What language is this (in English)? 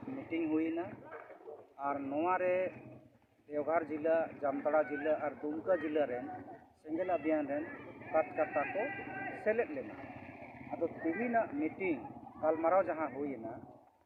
Santali